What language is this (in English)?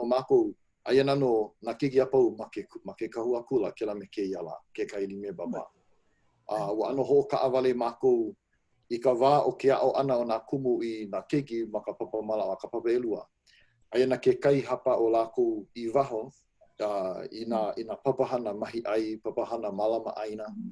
Hawaiian